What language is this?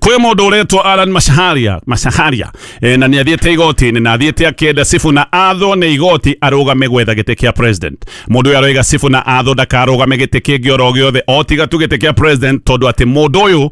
Kikuyu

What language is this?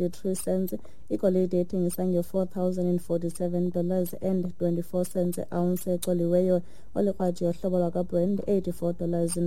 Xhosa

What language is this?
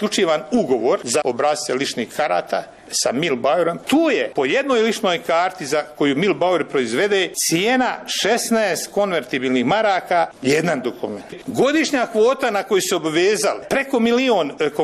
Bosnian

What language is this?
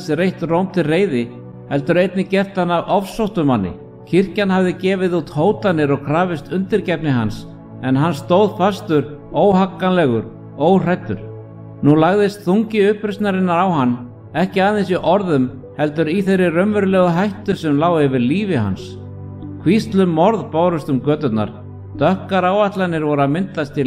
Icelandic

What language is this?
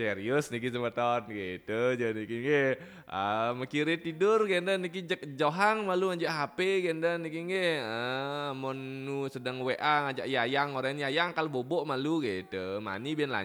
Balinese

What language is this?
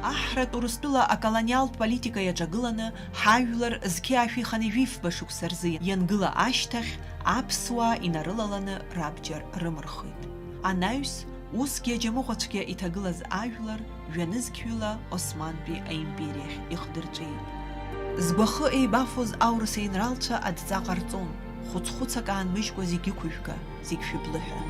Abkhazian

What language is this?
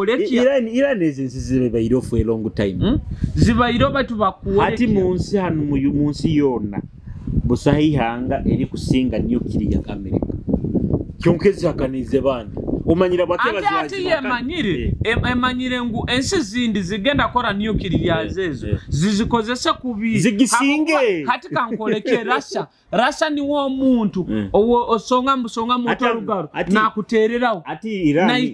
Nyoro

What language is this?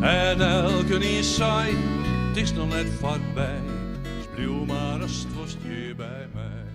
Western Frisian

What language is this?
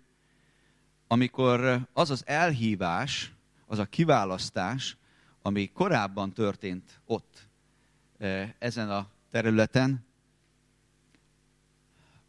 Hungarian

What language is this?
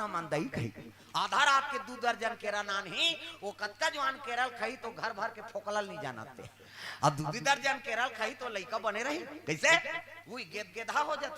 Chhattisgarhi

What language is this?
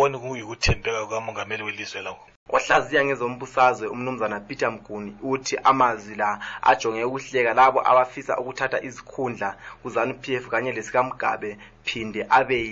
North Ndebele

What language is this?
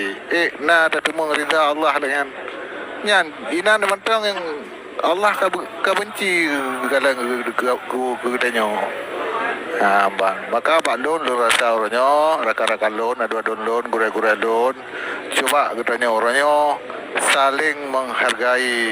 Achinese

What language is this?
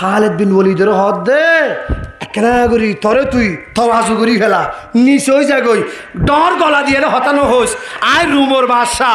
Rohingya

